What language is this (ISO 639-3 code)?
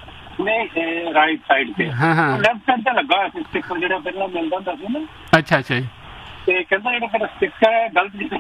pan